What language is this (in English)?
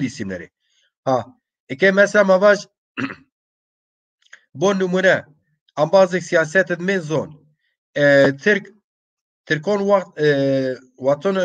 Zaza